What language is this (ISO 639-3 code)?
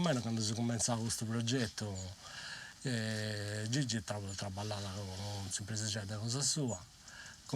srd